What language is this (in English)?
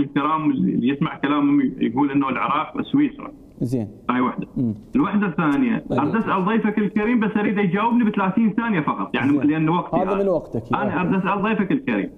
Mesopotamian Arabic